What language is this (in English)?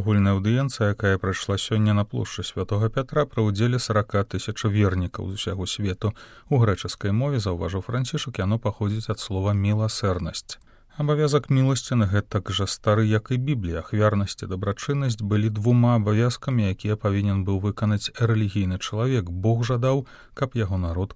Belarusian